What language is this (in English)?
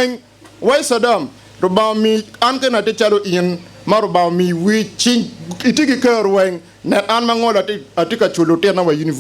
Acoli